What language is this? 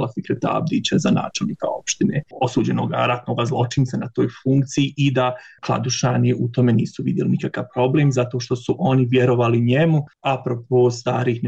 Bosnian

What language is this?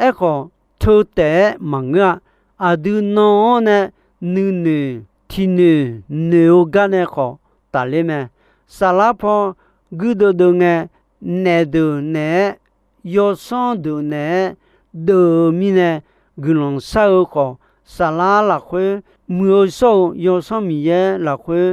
Akha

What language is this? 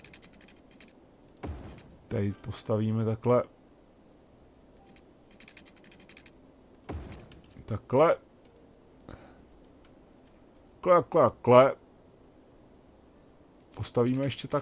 Czech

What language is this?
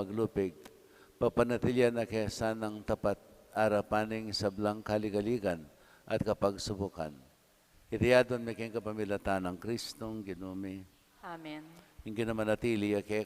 Pampanga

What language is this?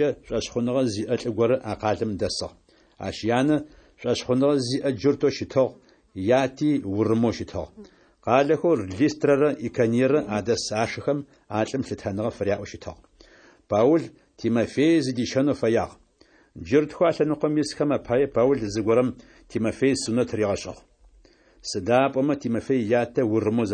Adyghe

